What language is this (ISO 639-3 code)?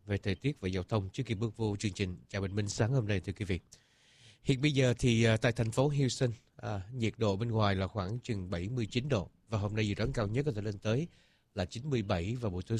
vie